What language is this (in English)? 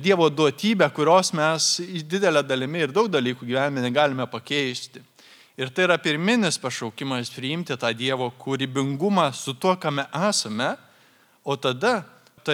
Lithuanian